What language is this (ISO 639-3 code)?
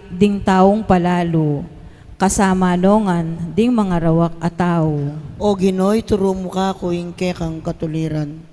pam